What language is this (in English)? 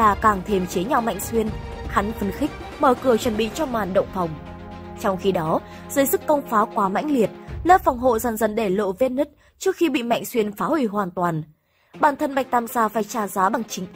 Vietnamese